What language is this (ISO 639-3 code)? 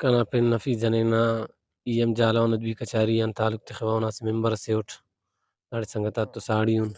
brh